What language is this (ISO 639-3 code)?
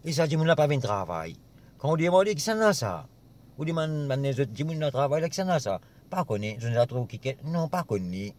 mfe